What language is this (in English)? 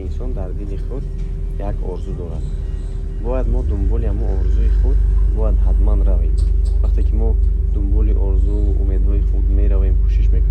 Tajik